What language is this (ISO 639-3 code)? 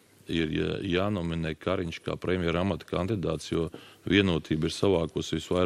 lav